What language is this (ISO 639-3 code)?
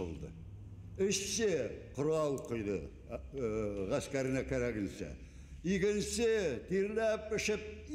bak